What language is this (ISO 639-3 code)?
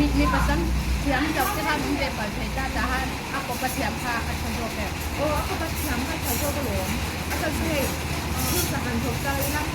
lus